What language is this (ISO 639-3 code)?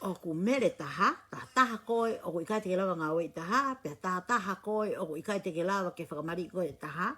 ton